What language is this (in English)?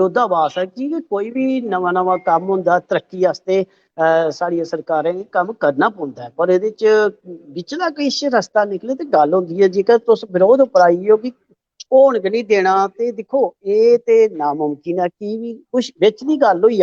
Dogri